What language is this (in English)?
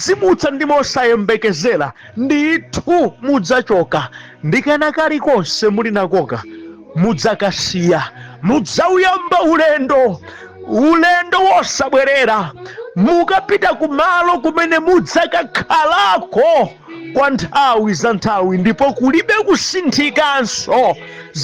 Nyanja